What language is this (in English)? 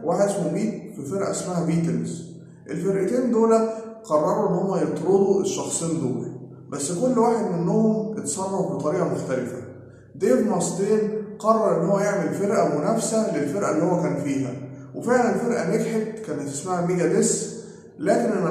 Egyptian Arabic